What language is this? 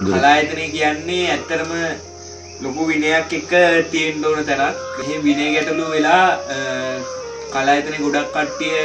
Sinhala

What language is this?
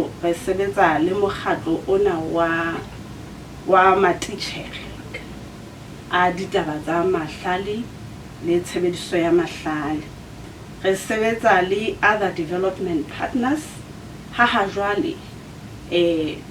Southern Sotho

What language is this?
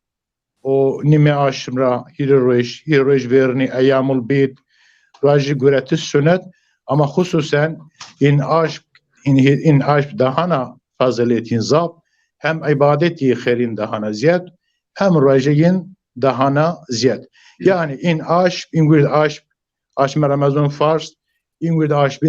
Zaza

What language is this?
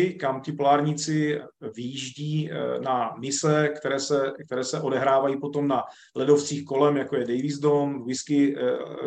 Czech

